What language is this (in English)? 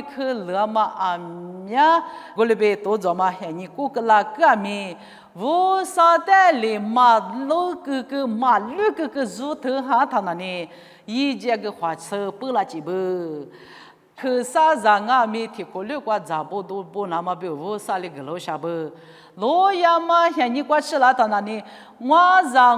Lisu